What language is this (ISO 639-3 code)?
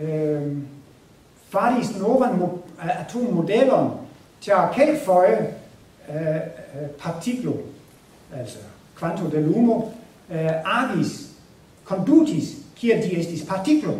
epo